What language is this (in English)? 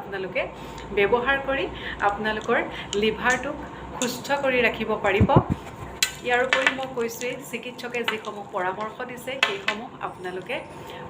Assamese